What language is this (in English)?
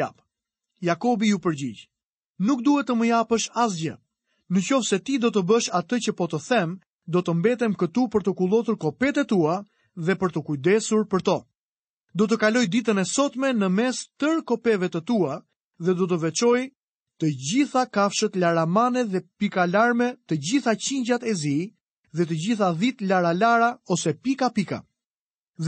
Albanian